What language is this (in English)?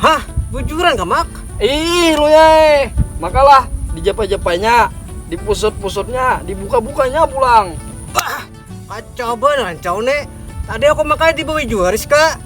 Banjar